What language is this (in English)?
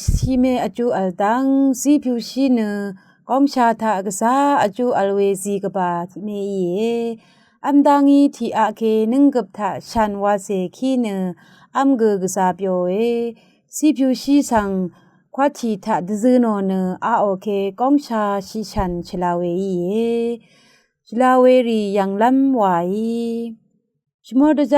Rawang